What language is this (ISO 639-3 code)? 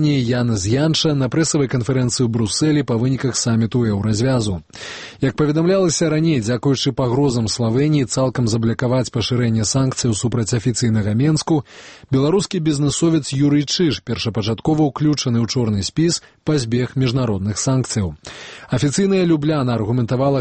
bel